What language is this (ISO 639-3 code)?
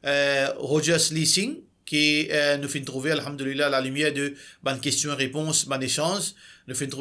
mfe